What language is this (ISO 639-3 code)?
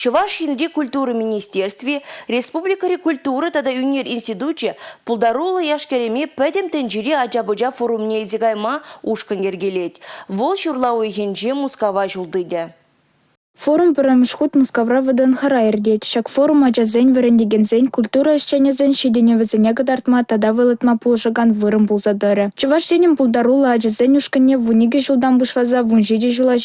chv